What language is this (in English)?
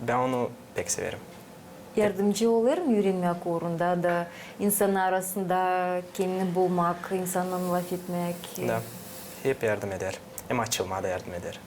Gagauz